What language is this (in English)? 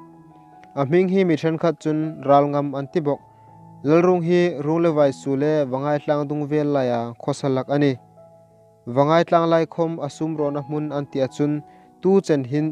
Hmar